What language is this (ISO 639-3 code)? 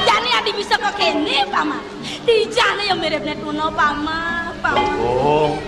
ban